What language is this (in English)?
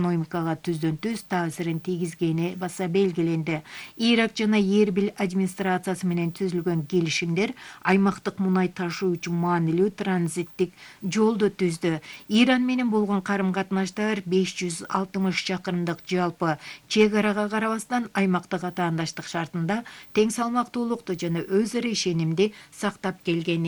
Kyrgyz